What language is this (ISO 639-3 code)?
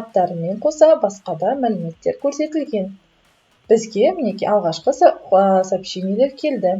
kaz